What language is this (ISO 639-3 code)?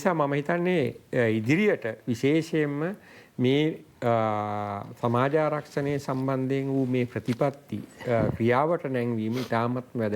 sin